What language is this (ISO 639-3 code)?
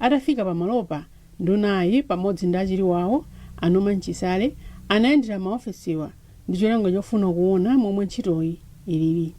nya